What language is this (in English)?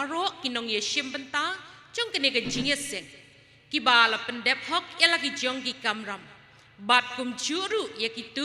Khasi